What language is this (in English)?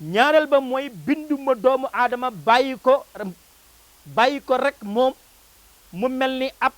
Wolof